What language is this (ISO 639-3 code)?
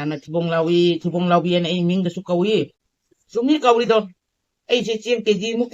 mni